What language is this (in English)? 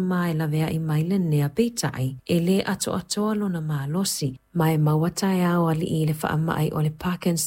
Samoan